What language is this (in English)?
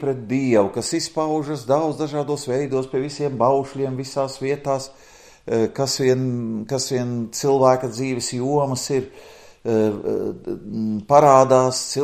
Latvian